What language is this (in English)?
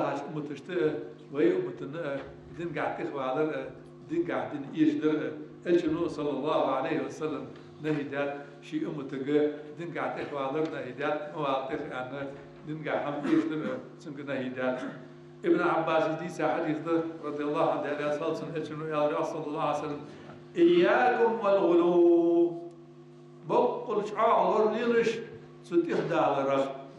Ingush